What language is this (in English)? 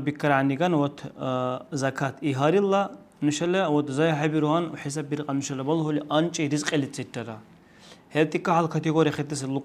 Dargwa